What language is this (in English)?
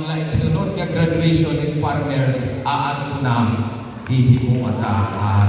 Waray